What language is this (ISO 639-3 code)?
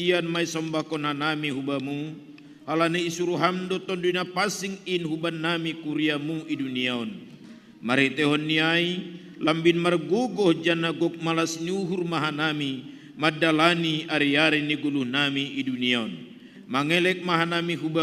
bts